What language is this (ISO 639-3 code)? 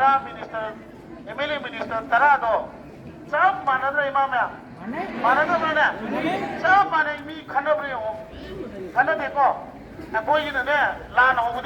mni